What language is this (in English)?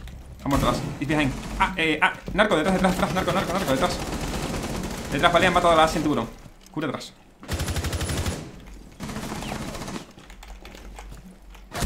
Spanish